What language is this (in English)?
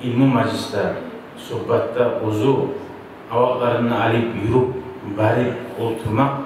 Kumyk